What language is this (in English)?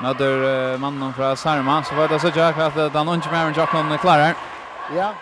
Faroese